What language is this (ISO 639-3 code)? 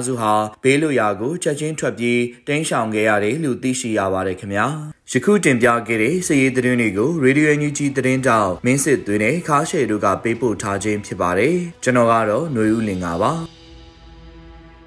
mya